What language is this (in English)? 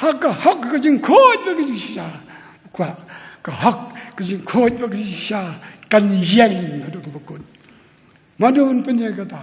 Khasi